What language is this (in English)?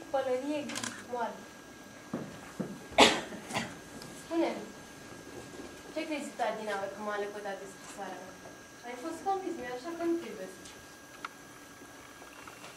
Romanian